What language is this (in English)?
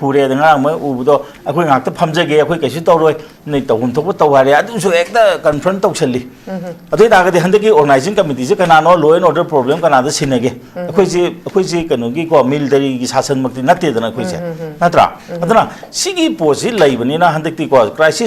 Manipuri